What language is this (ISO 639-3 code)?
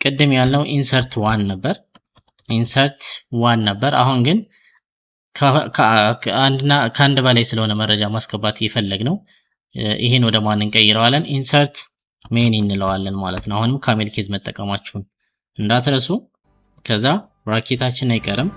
amh